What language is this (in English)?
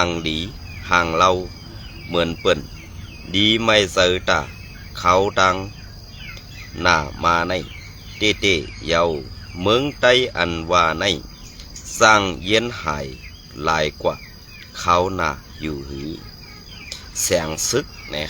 Shan